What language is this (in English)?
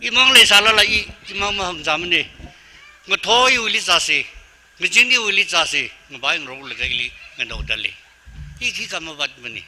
Tangkhul Naga (India)